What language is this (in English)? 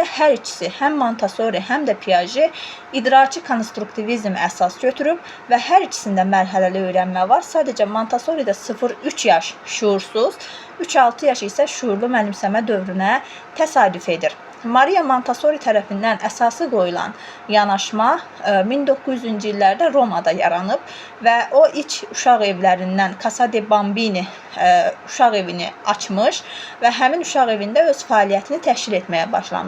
Azerbaijani